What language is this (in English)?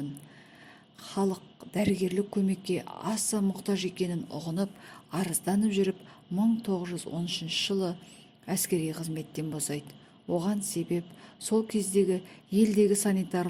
Kazakh